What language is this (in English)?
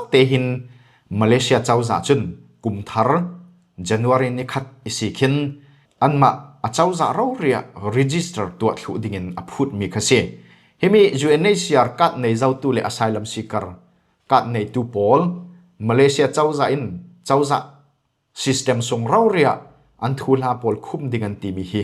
Falam Chin